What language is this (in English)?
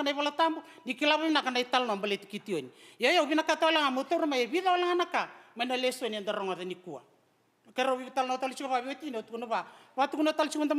Fijian